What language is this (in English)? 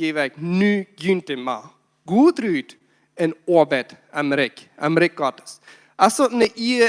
Plautdietsch